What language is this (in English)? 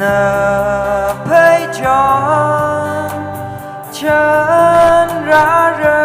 Tangkhul Naga (India)